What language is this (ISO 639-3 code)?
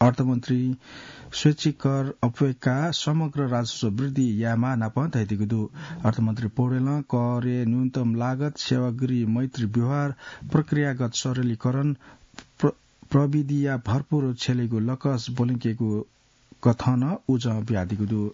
new